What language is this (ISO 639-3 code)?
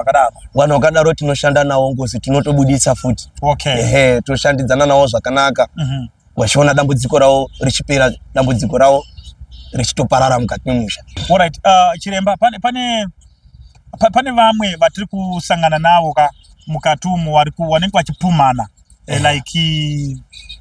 sna